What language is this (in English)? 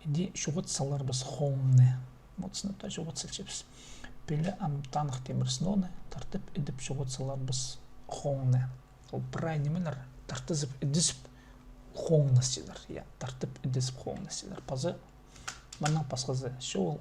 Khakas